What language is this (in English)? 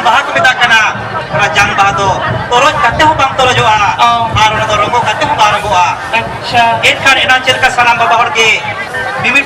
Santali